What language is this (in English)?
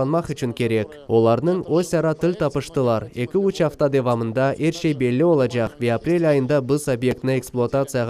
Crimean Tatar